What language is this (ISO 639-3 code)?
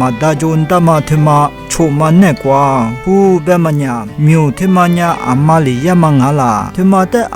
lis